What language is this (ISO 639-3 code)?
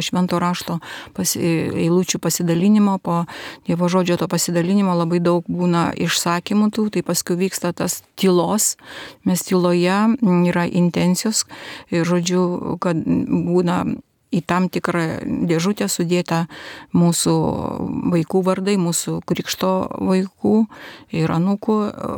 lit